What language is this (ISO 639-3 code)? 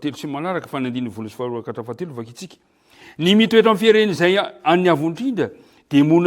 mlg